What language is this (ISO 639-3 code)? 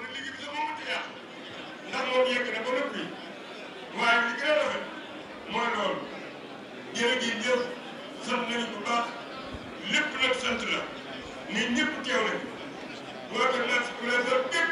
wol